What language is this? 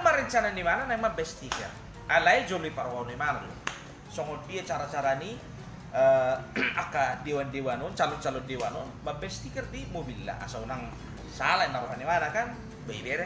Batak Toba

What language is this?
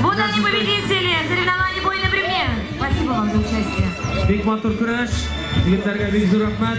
Tatar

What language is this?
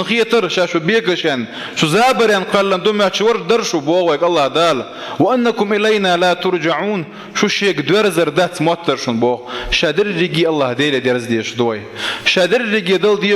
Chechen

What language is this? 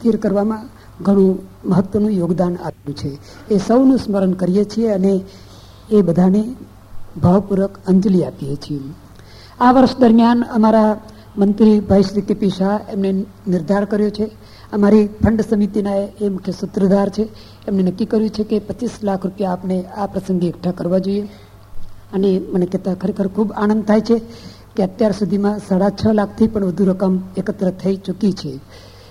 Gujarati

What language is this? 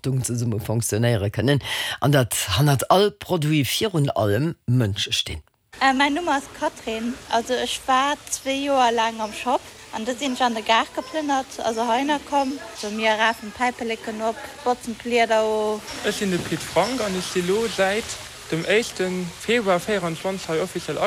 Luxembourgish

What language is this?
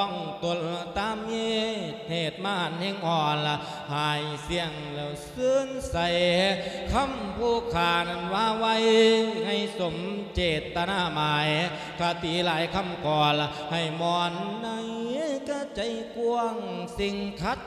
Lao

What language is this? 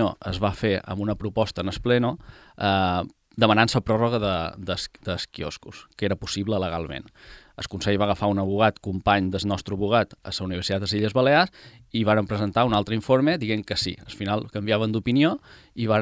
Catalan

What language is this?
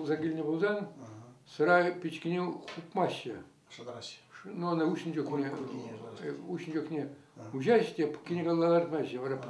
Chuvash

